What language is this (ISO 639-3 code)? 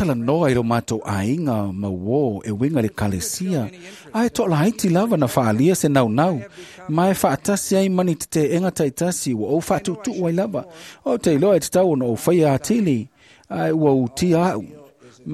smo